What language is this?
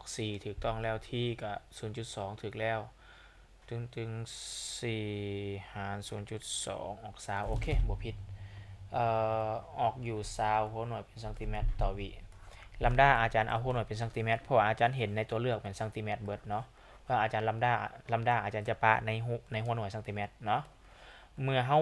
Lao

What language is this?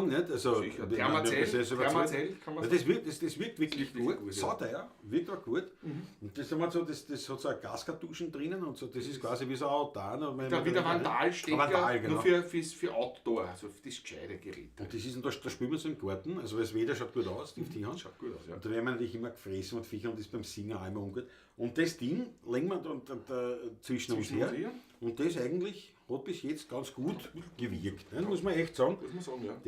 Bavarian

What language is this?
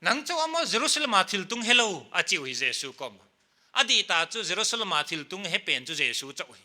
Paite Chin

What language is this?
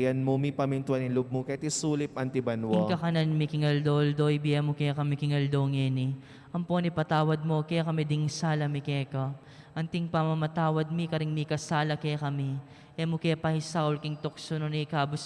Pampanga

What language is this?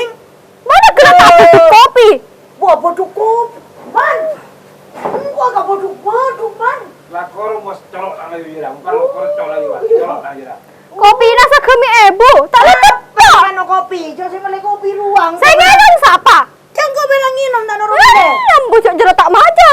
Madurese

